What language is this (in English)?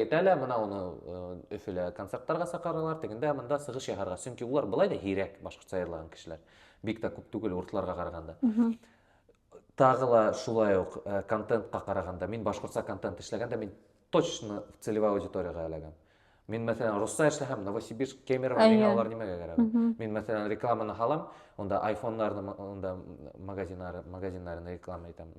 Bashkir